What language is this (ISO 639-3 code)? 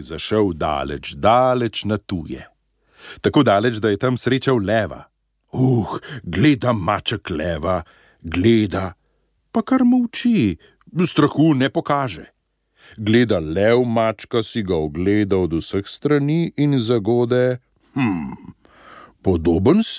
slv